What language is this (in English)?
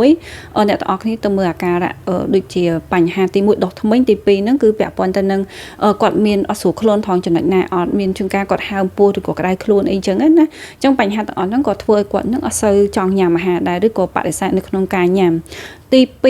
Khmer